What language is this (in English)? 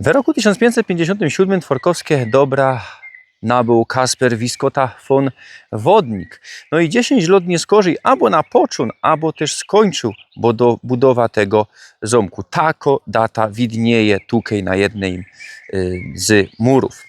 Silesian